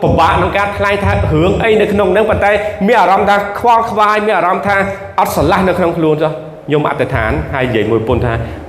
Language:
Khmer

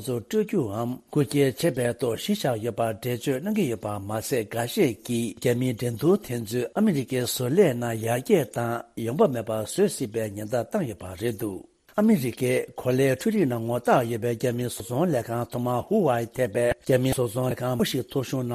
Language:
Tibetan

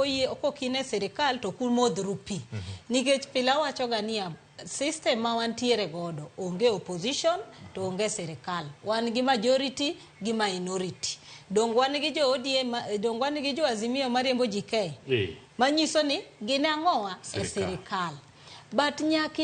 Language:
Luo (Kenya and Tanzania)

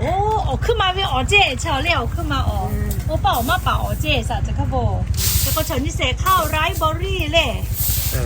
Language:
Lahu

